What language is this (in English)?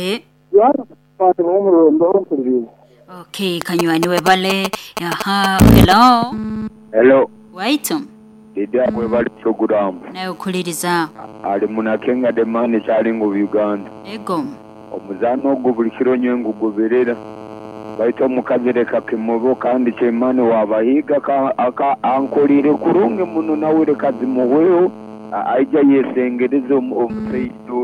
Nyoro